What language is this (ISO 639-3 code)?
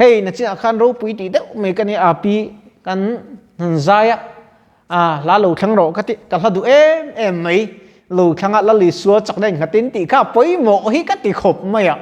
lus